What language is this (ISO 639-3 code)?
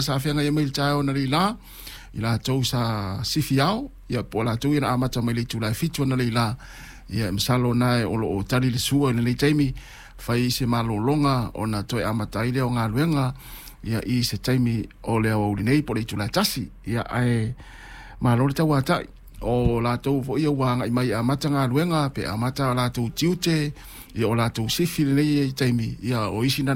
smo